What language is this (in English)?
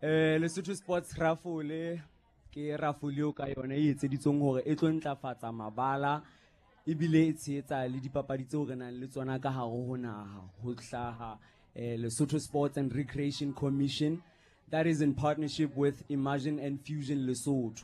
Southern Sotho